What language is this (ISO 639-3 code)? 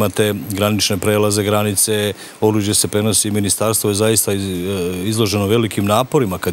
srp